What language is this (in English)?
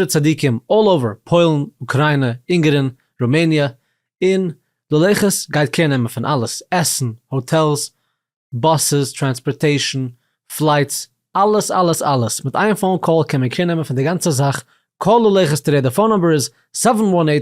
Yiddish